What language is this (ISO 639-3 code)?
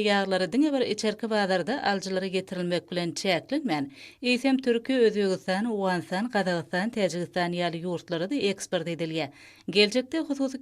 tuk